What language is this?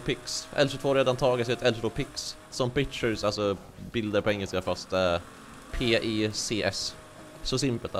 Swedish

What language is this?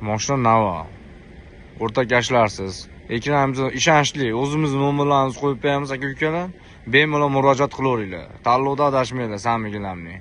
Uzbek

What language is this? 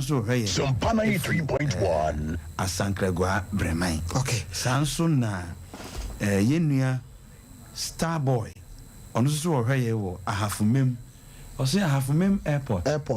Akan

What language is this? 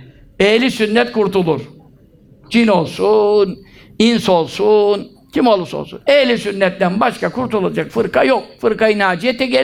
Turkish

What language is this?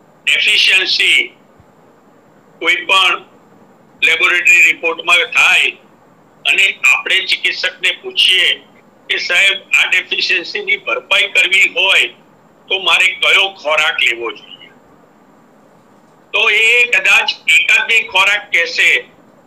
Gujarati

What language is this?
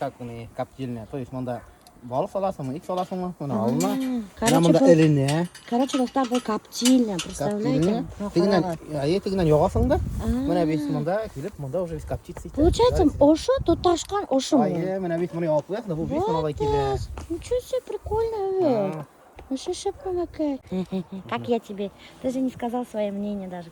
Bashkir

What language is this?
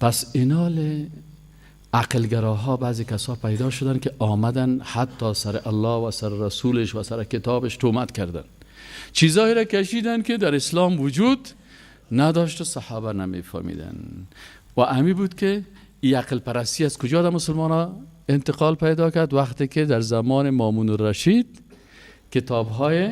Persian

